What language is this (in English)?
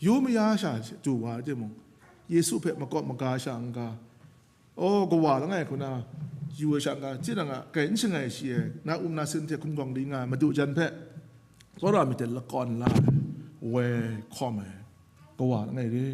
Kachin